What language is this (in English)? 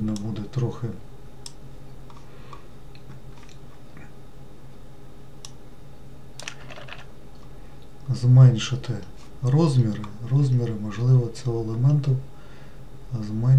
Ukrainian